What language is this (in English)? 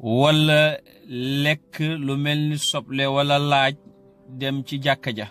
Wolof